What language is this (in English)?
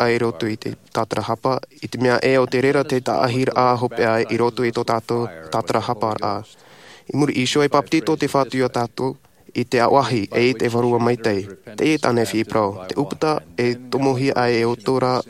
Tahitian